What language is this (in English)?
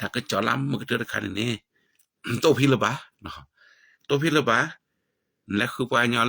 S'gaw Karen